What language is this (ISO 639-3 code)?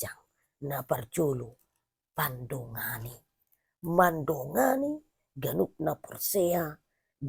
bbc